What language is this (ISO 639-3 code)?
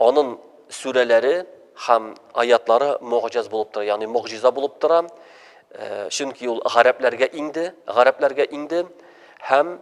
tat